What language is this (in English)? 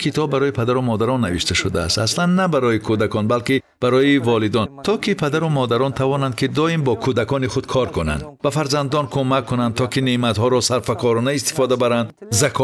Tajik